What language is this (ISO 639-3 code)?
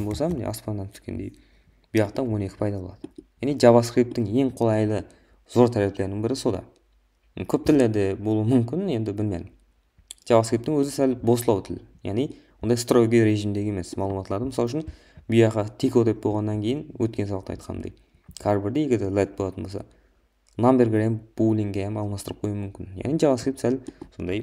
kaa